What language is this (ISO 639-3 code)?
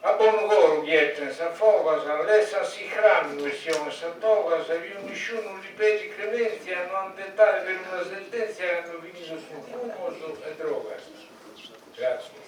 srd